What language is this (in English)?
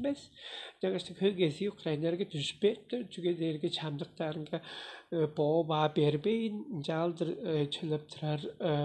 Tuvinian